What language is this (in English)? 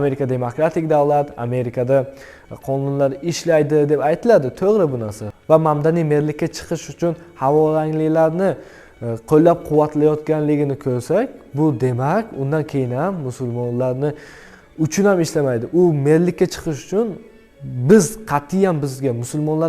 Uzbek